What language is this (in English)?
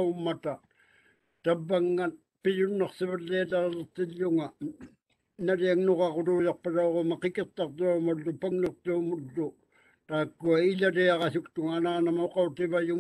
Māori